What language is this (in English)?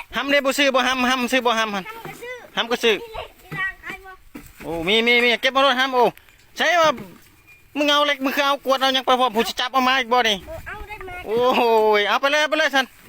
Lao